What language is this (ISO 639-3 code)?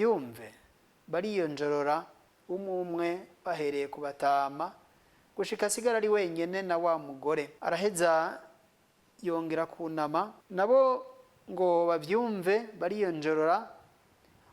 run